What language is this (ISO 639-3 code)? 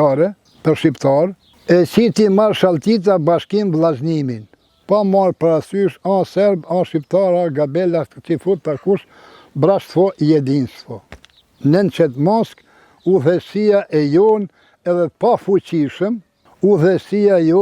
sqi